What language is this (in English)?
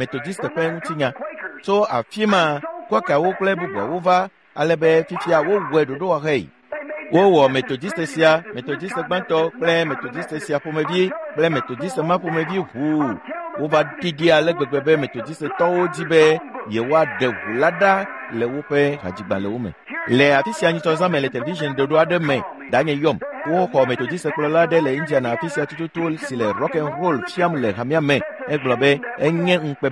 Ewe